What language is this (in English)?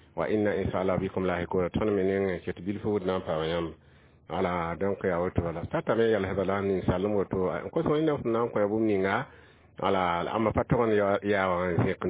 Mossi